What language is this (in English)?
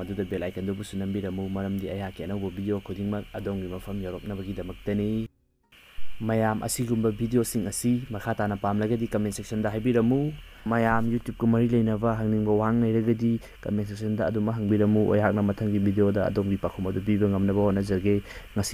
Manipuri